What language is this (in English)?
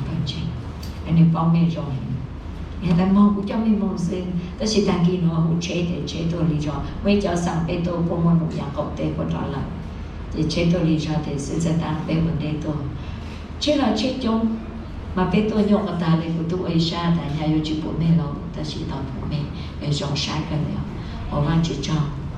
Hmong